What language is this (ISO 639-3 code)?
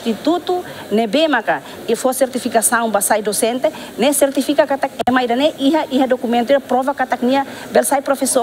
tet